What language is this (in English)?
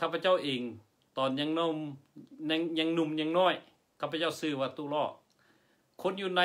Lao